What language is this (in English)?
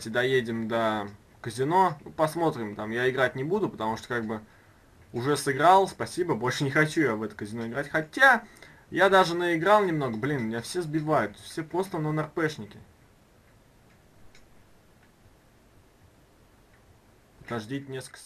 Russian